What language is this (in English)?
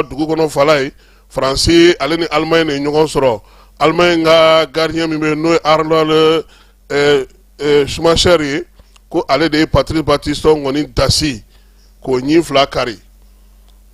Bambara